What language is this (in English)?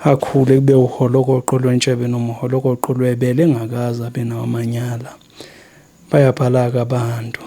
Zulu